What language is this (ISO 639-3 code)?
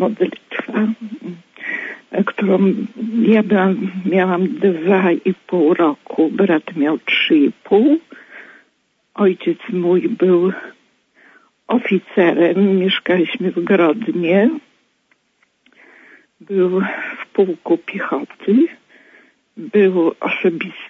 pol